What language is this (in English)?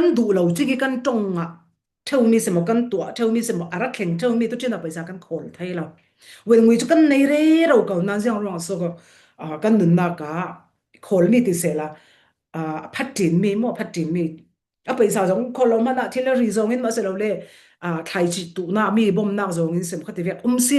Falam Chin